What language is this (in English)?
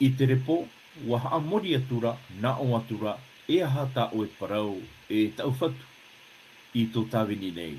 Tahitian